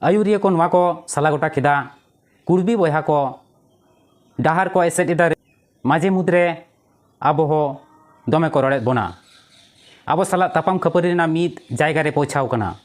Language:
Santali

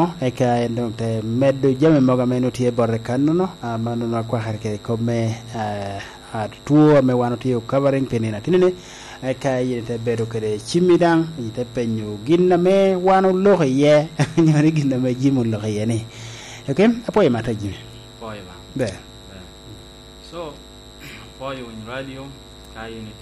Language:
Lango (Uganda)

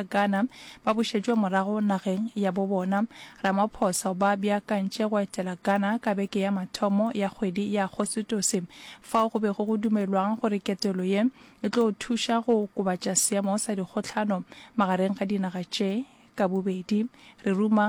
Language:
Northern Sotho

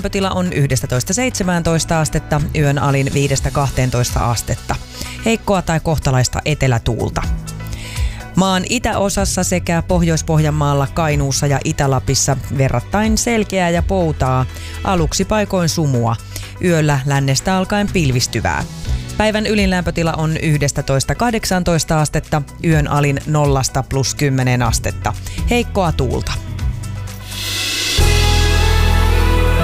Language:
Finnish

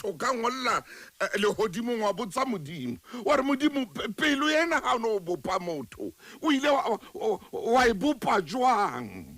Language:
Southern Sotho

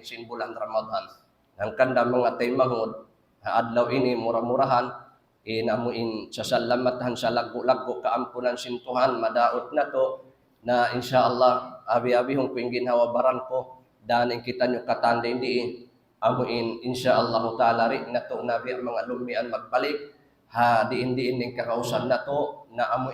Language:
Tausug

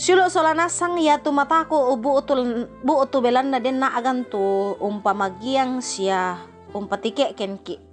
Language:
Toraja-Sa'dan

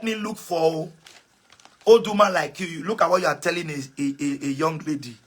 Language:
Nigerian Pidgin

